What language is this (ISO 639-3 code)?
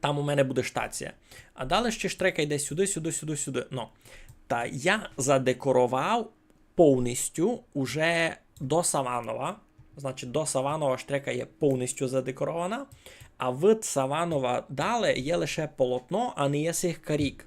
rue